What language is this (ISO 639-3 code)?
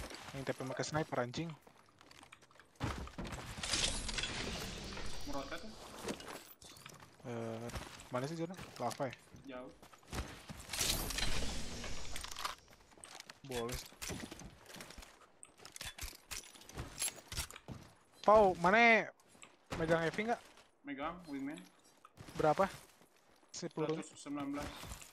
ind